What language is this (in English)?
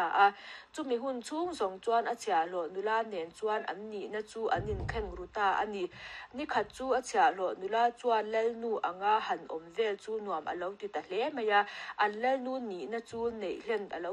Mizo